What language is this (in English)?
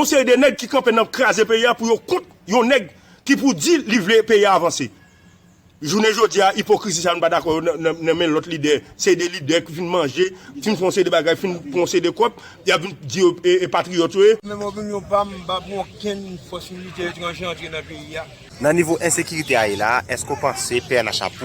Haitian Creole